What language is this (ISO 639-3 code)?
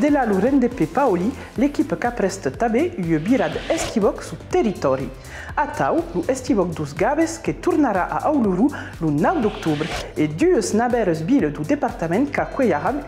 oci